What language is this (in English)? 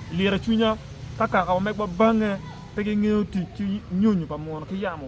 Acoli